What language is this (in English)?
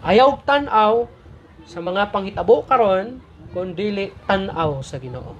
Cebuano